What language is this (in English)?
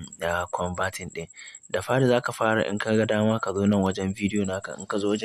Hausa